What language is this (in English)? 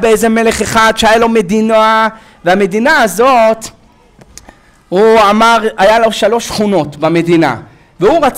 Hebrew